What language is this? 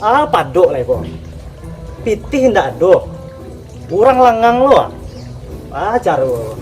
Minangkabau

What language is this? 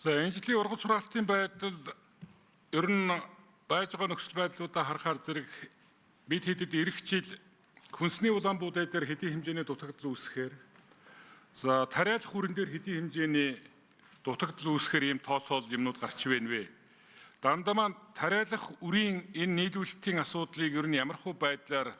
Mongolian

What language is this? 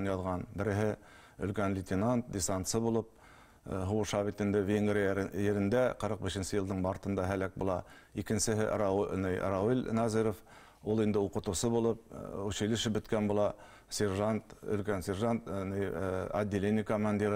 Bashkir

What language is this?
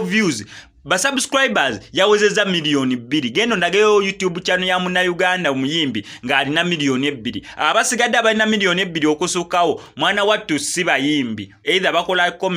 Ganda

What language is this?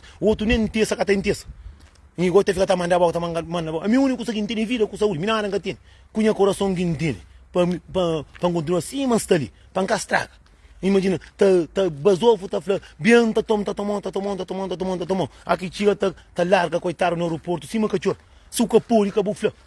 Kabuverdianu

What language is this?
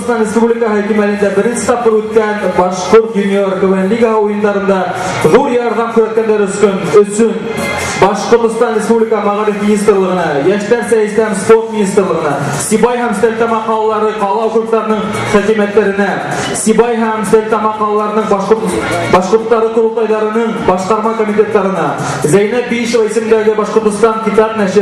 Bashkir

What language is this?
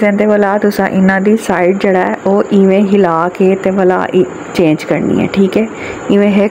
Saraiki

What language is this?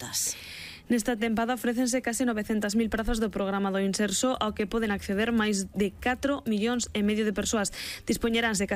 Galician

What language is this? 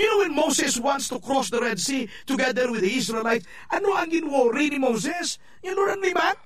Hiligaynon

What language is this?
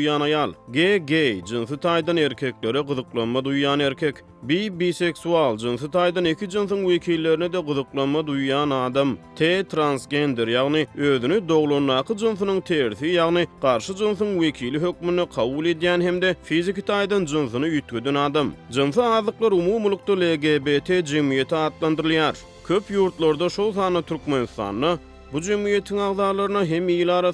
Turkmen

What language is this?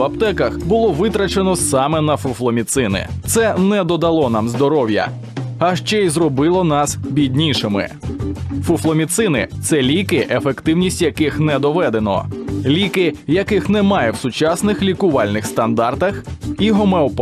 Ukrainian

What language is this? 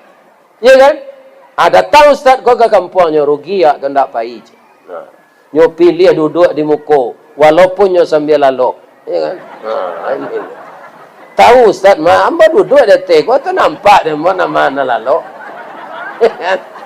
Minangkabau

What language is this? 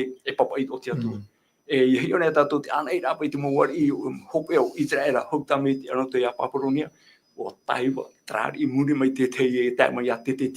Tahitian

